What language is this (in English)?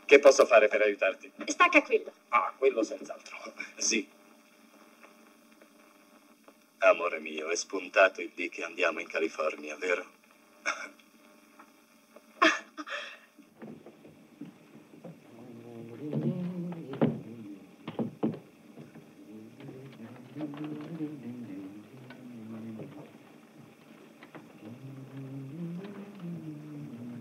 Italian